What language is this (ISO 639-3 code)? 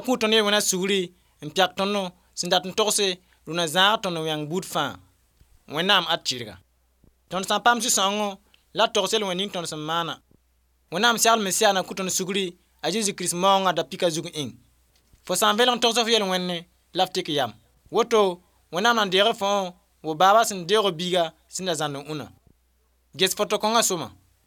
mos